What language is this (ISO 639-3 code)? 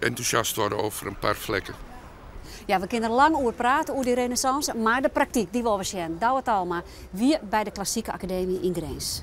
fry